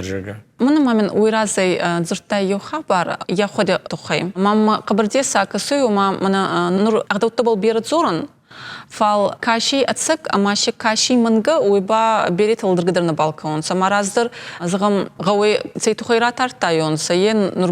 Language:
Ossetic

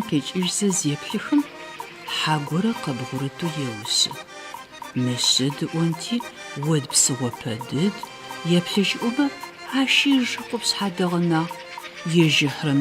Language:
Adyghe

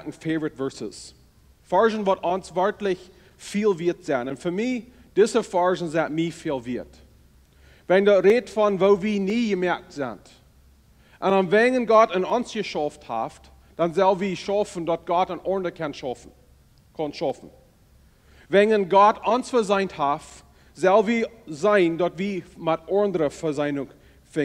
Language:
Plautdietsch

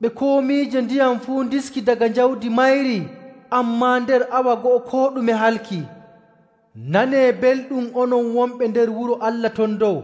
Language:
Nigerian Fulfulde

